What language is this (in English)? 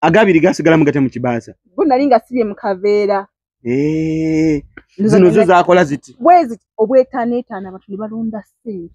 Ganda